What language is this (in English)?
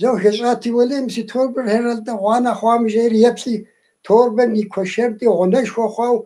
Kabardian